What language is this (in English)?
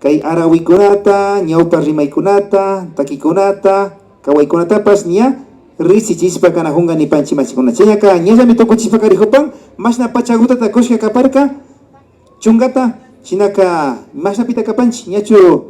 Imbabura Highland Quichua